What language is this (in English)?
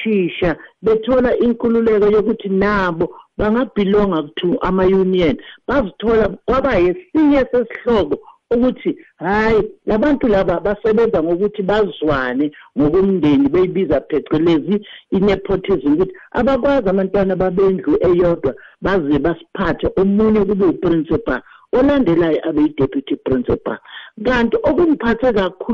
South Ndebele